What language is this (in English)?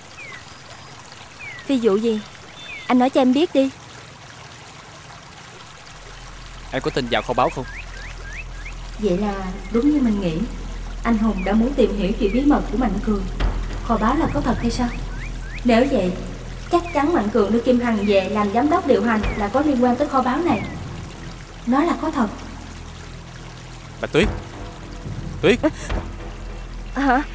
Vietnamese